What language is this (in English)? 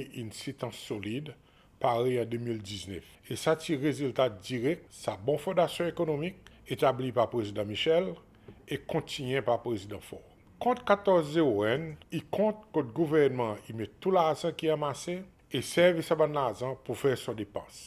Seselwa Creole French